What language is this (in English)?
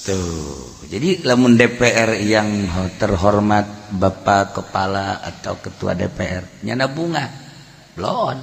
Sundanese